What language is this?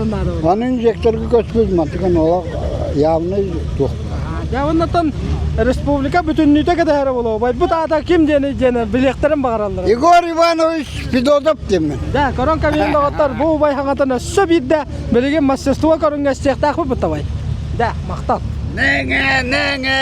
Yakut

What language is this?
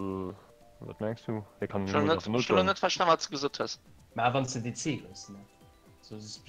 Luxembourgish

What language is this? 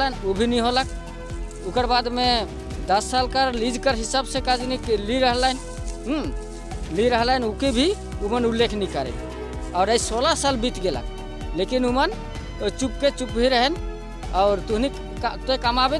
Sadri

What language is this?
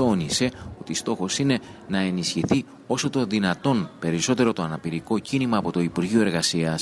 Greek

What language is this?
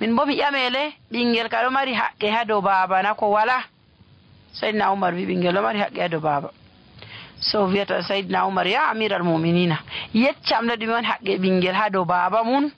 Nigerian Fulfulde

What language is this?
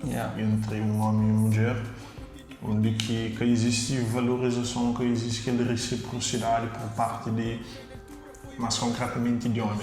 Kabuverdianu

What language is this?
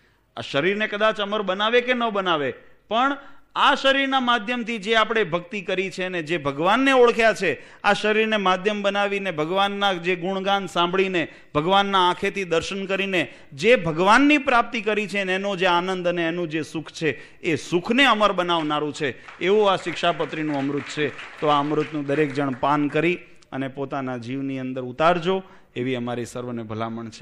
Gujarati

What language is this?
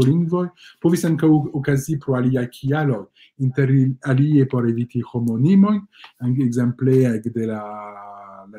Esperanto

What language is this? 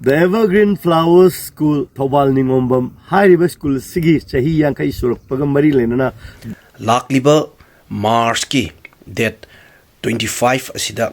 Manipuri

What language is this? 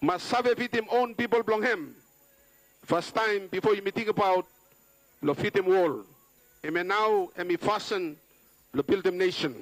Bislama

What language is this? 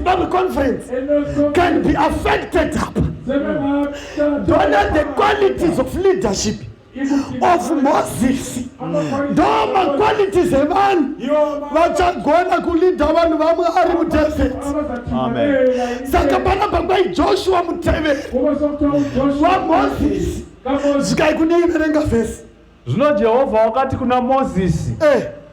Shona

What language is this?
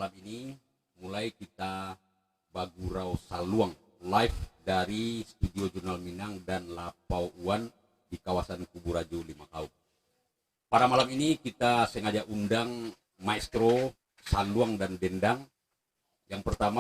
Minangkabau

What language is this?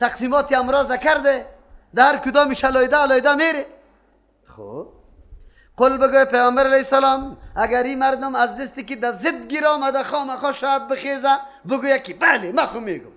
Persian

